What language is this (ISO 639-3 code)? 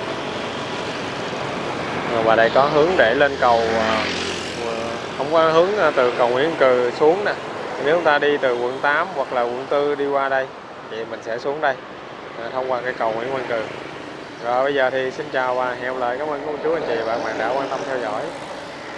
vie